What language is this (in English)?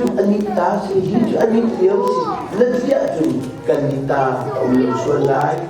Hakha Chin